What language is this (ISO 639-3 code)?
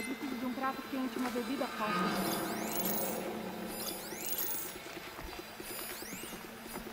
por